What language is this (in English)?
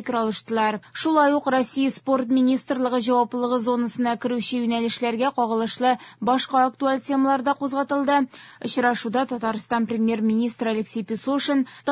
Tatar